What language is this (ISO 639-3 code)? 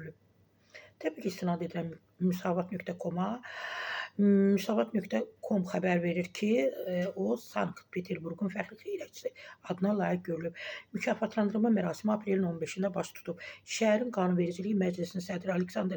aze